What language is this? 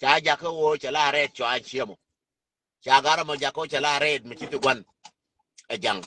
Nuer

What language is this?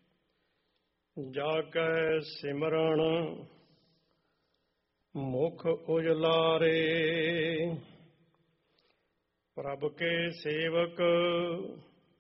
Punjabi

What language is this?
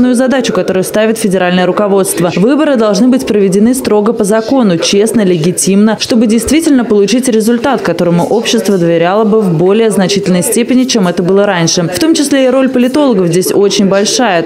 Russian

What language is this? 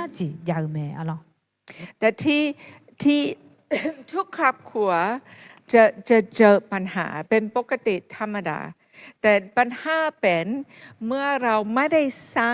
Akha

